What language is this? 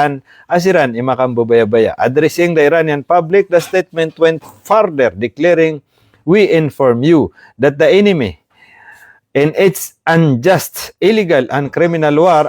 Maranao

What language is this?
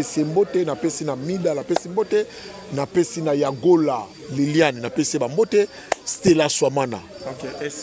Lingala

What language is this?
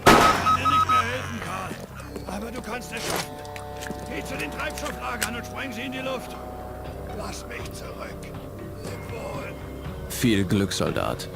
Bavarian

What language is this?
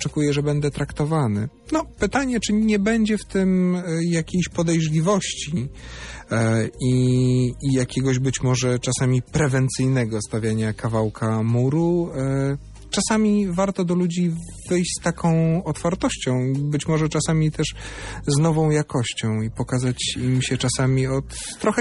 Polish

